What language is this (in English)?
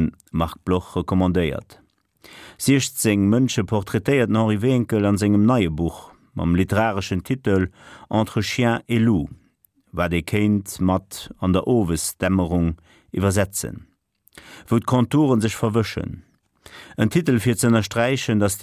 Luxembourgish